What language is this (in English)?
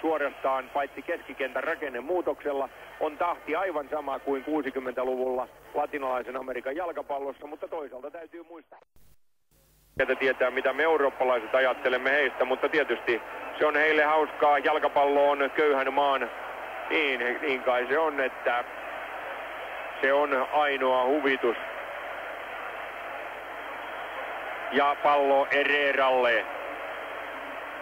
Finnish